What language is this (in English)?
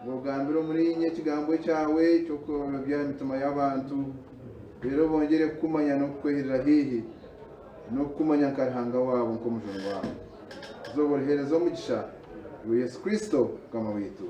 Nyankole